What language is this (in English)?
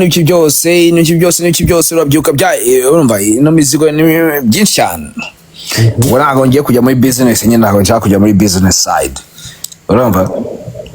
Kinyarwanda